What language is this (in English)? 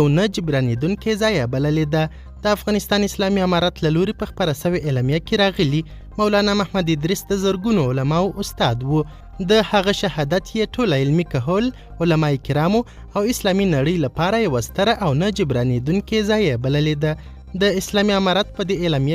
Pashto